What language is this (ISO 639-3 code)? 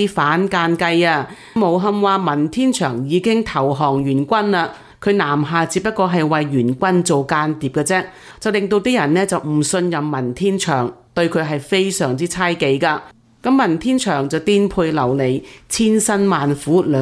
yue